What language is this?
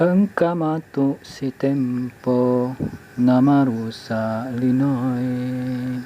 Buginese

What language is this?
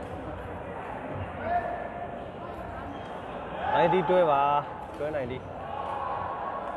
Burmese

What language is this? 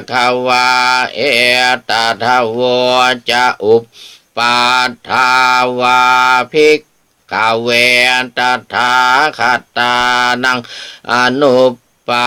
Pali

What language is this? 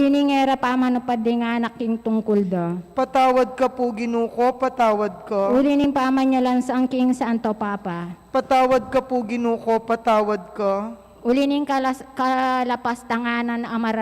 Pampanga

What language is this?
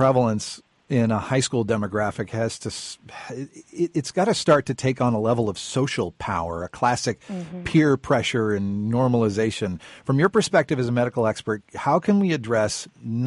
English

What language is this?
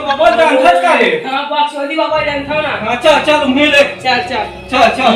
Chhattisgarhi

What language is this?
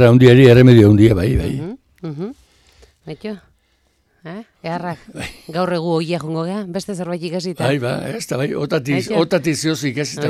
Basque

